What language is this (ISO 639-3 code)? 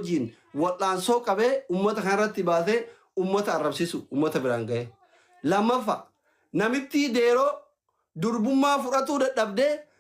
orm